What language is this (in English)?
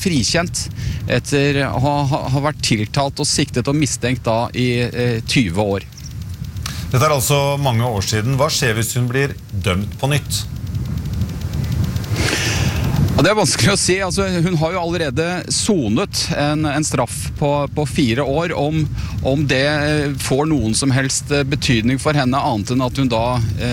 Norwegian